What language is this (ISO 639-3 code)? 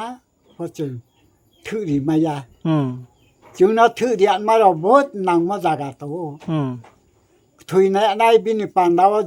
ria